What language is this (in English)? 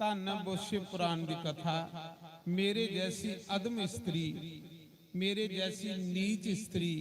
Dogri